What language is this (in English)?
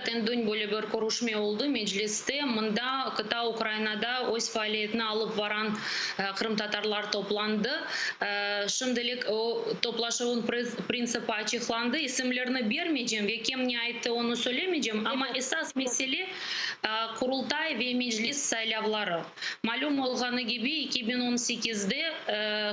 Crimean Tatar